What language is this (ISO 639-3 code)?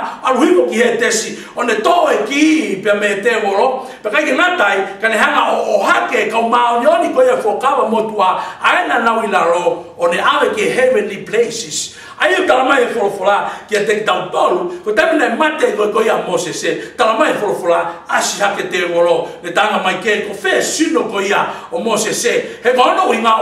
ton